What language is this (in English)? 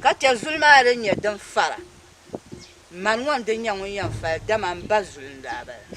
Dagbani